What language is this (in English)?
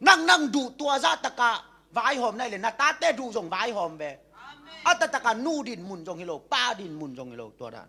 Tedim Chin